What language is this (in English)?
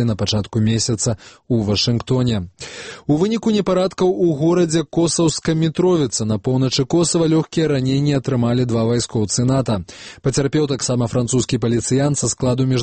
Belarusian